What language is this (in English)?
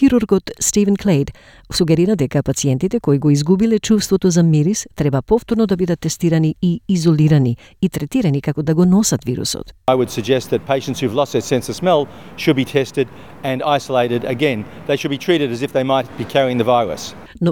Macedonian